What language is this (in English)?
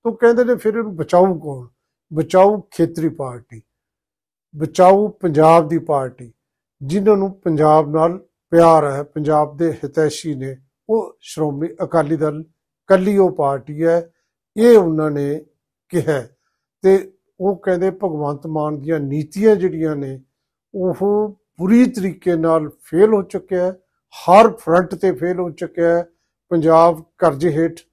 Punjabi